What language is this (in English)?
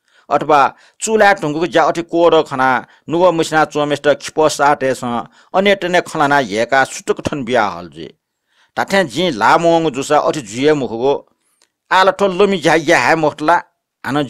Newari